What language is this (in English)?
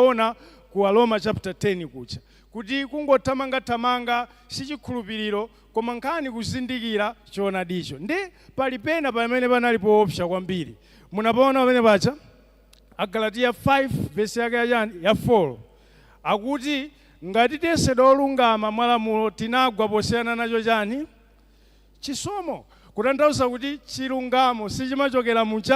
Nyanja